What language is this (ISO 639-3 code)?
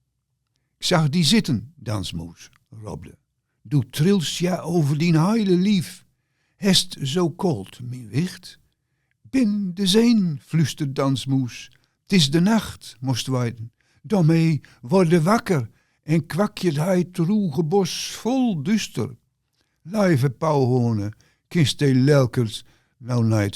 gos